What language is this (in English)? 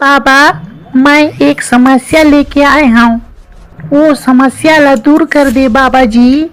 Chhattisgarhi